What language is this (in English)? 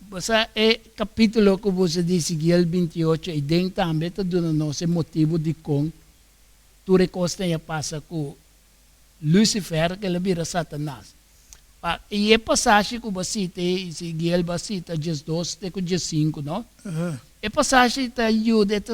Papiamento